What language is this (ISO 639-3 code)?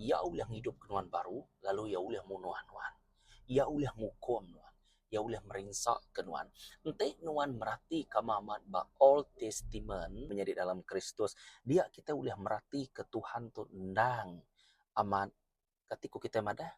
iba